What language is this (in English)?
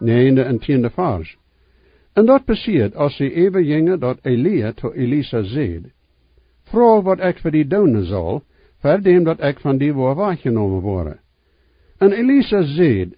Plautdietsch